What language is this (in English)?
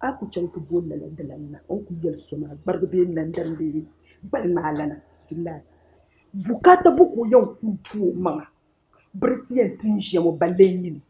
Dagbani